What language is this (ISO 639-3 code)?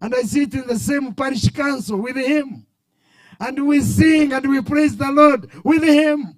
nyn